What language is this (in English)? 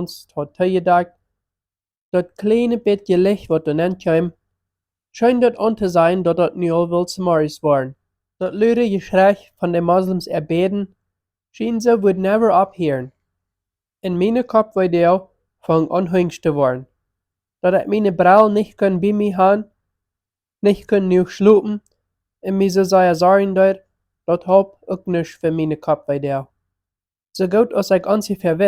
Plautdietsch